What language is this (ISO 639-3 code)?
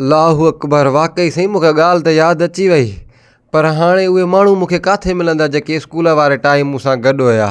snd